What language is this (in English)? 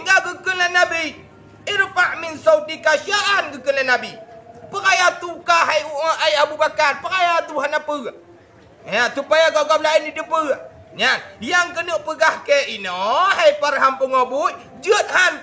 Achinese